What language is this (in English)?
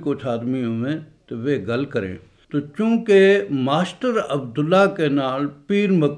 Gujari